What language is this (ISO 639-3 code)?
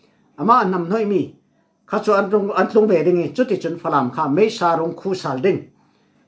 cfm